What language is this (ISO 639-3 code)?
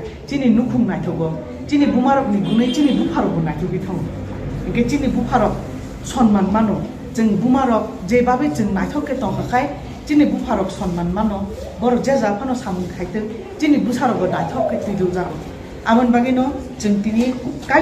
trp